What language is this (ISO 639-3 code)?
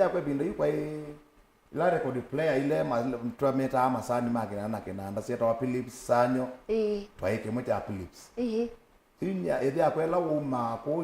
kam